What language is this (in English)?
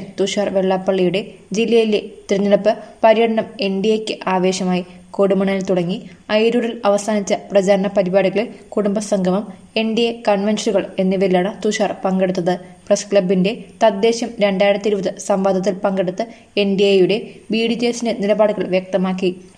Malayalam